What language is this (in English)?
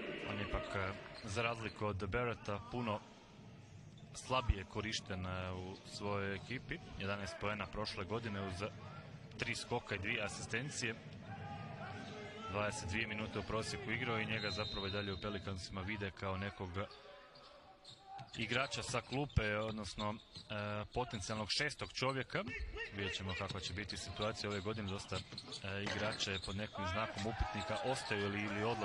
Croatian